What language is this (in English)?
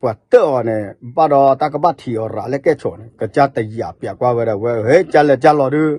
S'gaw Karen